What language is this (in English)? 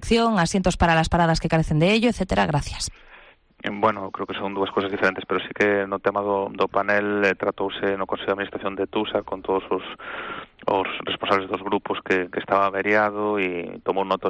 Galician